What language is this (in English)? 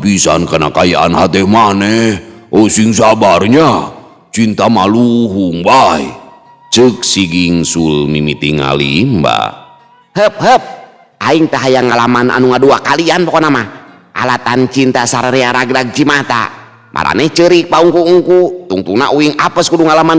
Sundanese